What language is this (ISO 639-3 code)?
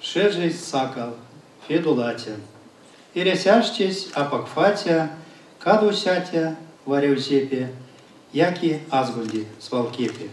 myv